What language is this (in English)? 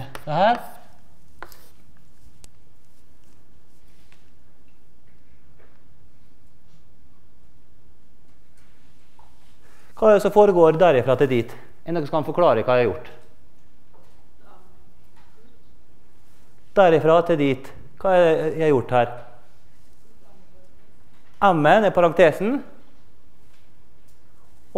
Norwegian